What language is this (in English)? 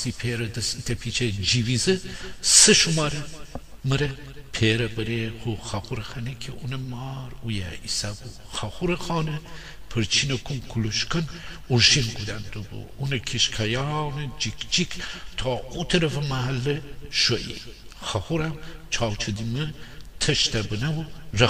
Gilaki